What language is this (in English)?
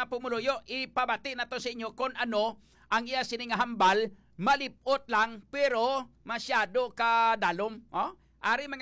Hiligaynon